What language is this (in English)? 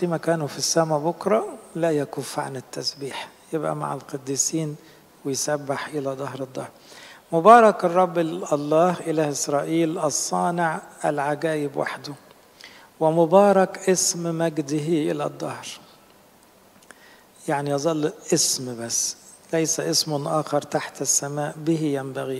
Egyptian Arabic